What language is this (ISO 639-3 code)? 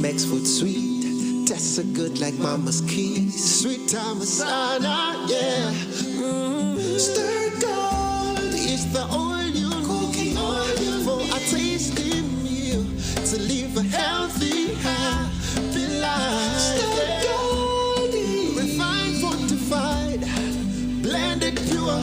nyn